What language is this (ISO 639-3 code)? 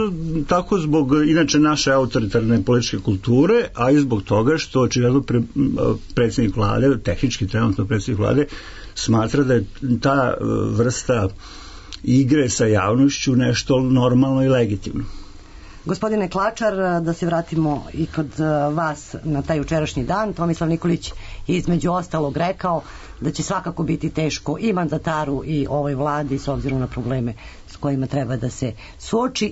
srp